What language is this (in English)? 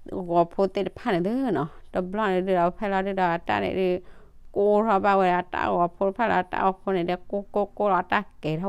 S'gaw Karen